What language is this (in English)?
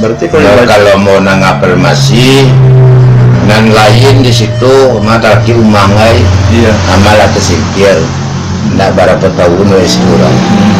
Minangkabau